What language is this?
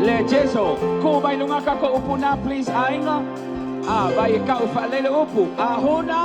Samoan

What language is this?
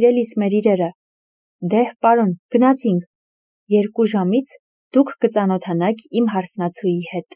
Armenian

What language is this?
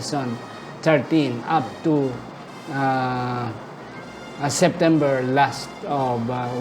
Hiligaynon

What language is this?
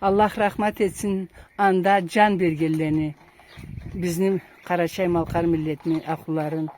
Karachay-Balkar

